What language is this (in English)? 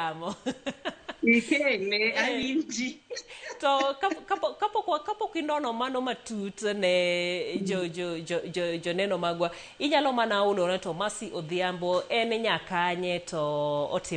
Luo (Kenya and Tanzania)